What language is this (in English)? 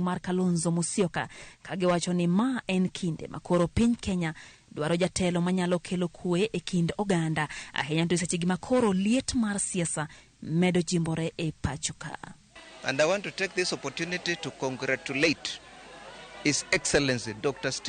Luo (Kenya and Tanzania)